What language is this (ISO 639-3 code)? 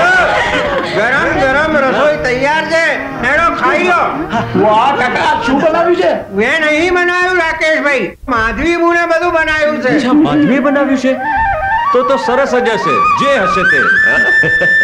guj